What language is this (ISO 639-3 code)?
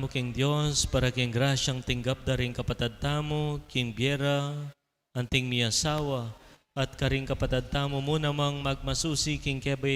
pam